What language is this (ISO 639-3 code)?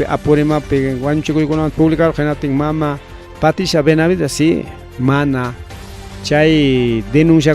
quy